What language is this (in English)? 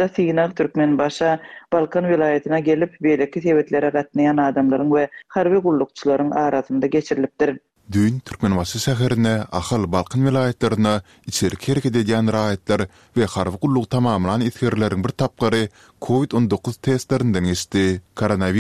Turkmen